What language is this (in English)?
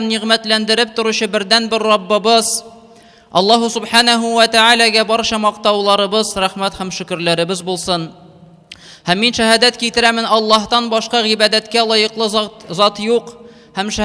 Tatar